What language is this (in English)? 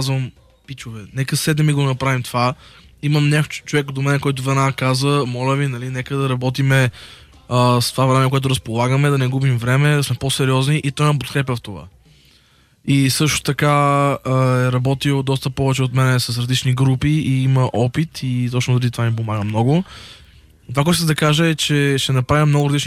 Bulgarian